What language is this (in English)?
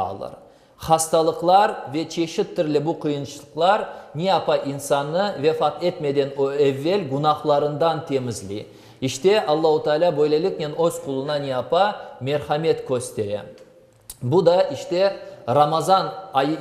Crimean Tatar